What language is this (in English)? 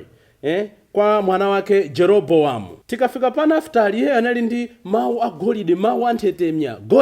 Nyanja